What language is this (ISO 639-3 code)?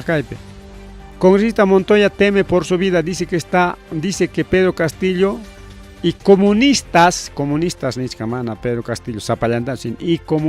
quy